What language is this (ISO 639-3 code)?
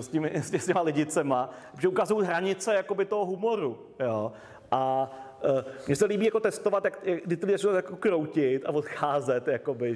ces